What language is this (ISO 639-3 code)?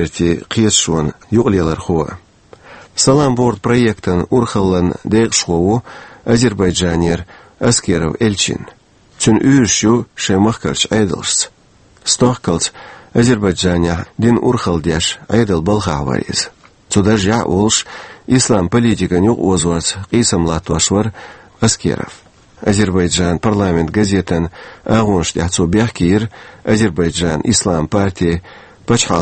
che